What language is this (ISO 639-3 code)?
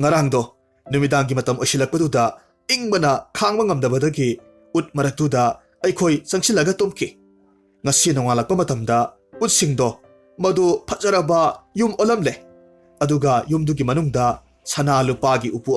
mni